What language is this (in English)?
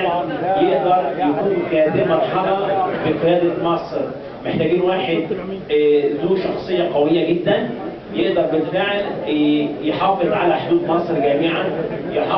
Egyptian Arabic